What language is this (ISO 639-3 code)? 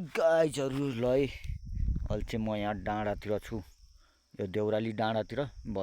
nep